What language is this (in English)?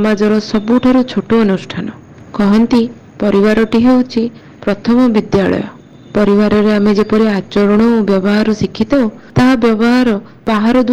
Odia